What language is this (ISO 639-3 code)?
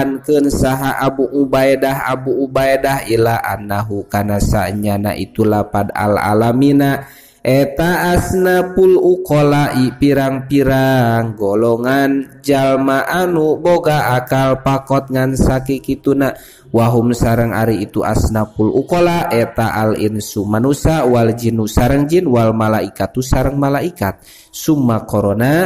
sun